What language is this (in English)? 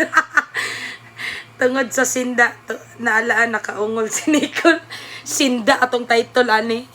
Cebuano